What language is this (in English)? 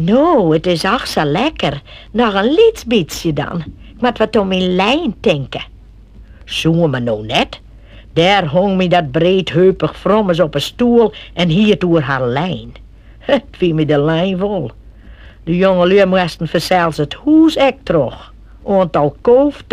Western Frisian